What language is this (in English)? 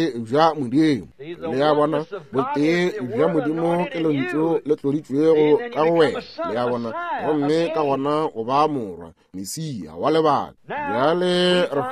Northern Sotho